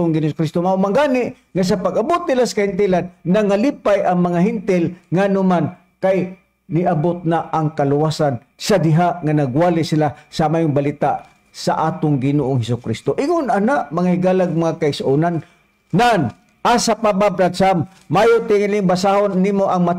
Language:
Cebuano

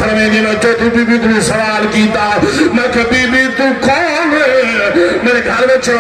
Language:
Saraiki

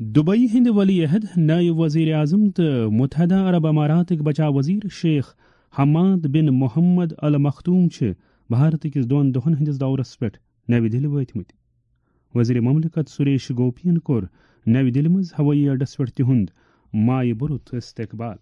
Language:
Kashmiri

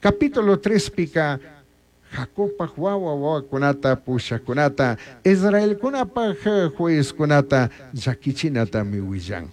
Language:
Chimborazo Highland Quichua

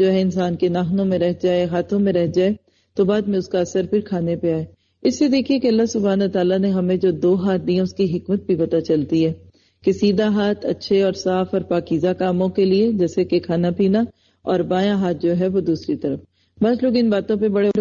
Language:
Urdu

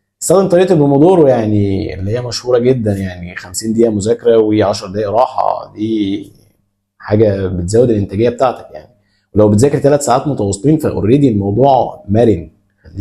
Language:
Egyptian Arabic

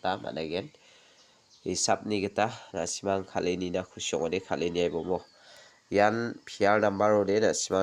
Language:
Garo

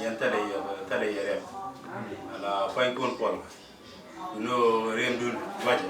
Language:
Nuer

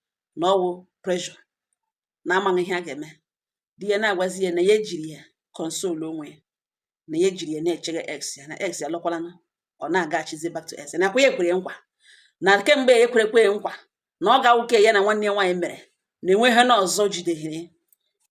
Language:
Igbo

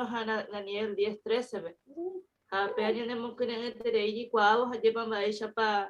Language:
Guarani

